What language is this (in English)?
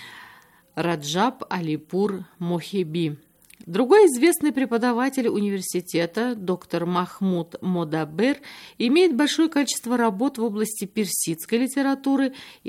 Russian